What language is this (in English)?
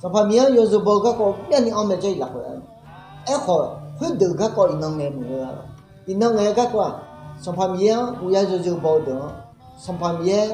Akha